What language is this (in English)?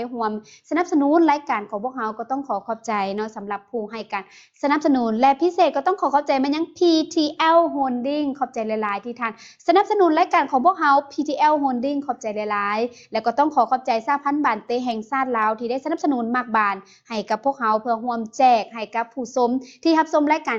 Lao